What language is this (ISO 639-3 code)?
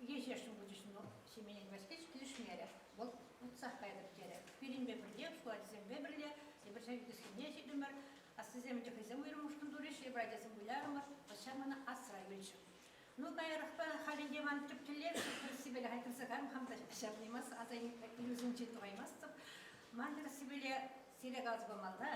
chv